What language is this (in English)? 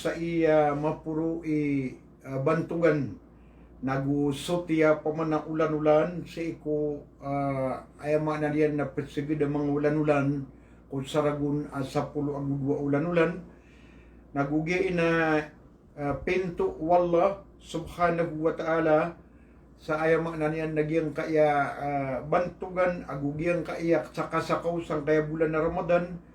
Maranao